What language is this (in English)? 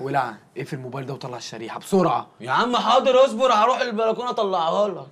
Egyptian Arabic